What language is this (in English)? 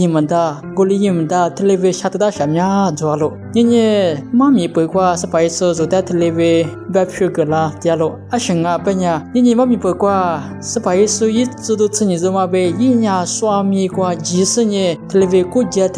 Lisu